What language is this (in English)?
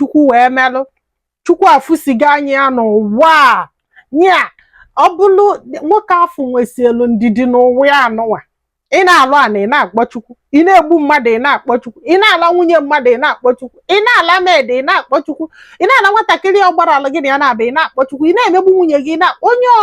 Igbo